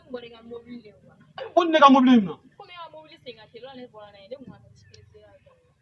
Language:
Bambara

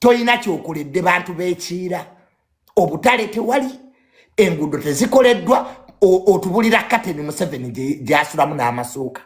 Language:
Ganda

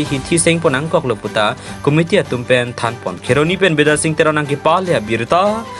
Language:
Karbi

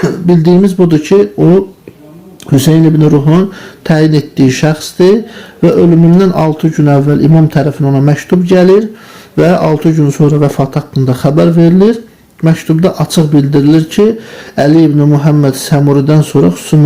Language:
Azerbaijani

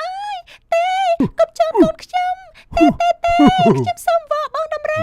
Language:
Khmer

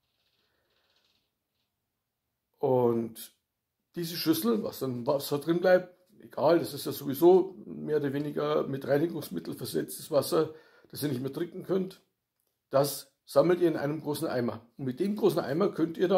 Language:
German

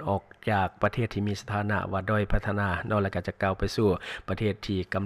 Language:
Lao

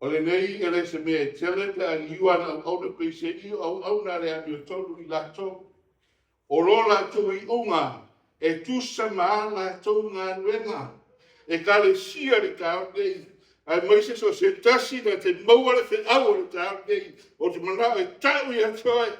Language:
Samoan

